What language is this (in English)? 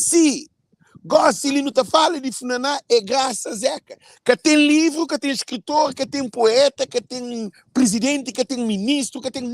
Kabuverdianu